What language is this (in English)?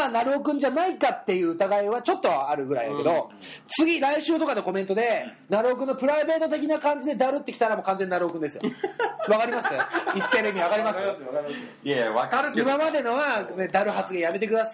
Japanese